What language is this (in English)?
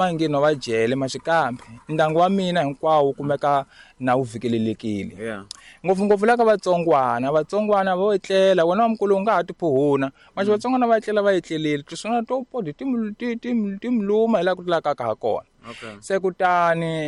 Tsonga